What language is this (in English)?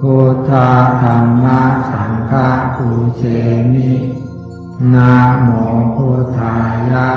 Pali